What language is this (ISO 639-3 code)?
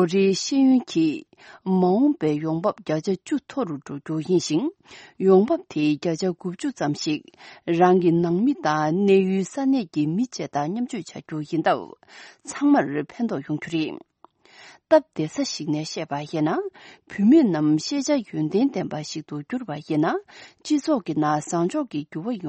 bod